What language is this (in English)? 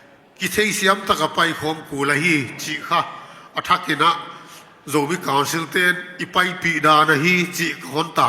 Tedim Chin